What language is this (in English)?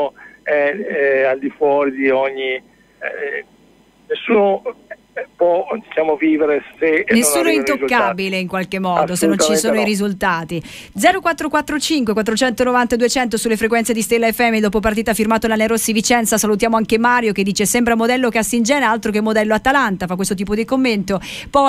Italian